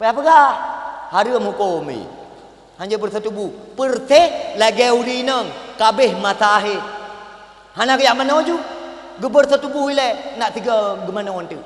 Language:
Achinese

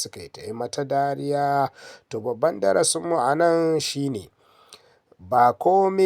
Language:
Hausa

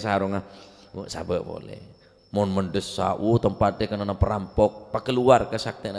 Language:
Madurese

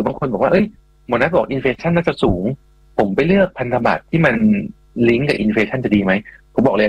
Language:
Thai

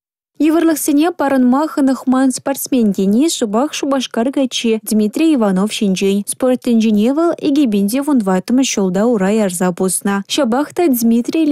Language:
Chuvash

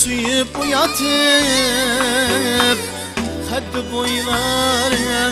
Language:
Kara-Kalpak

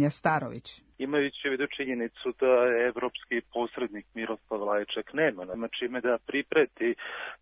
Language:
Serbian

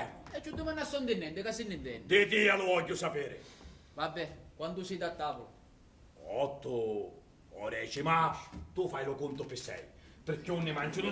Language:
Sicilian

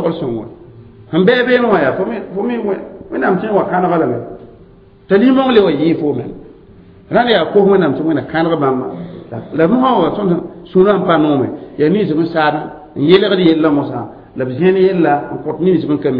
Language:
Mossi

